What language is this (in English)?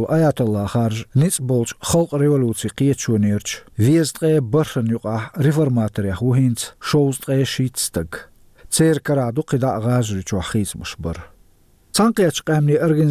Chechen